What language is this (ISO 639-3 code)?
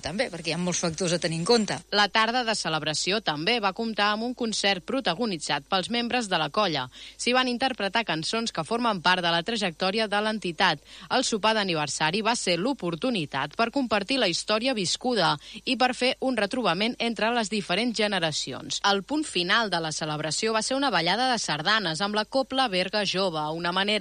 cat